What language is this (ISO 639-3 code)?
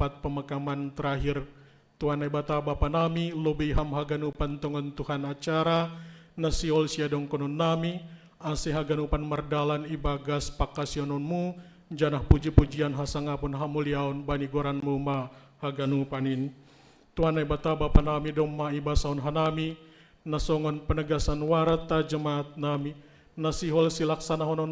bts